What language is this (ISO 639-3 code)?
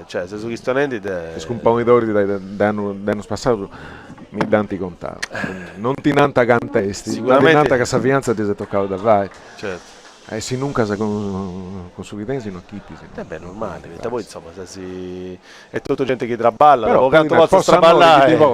srd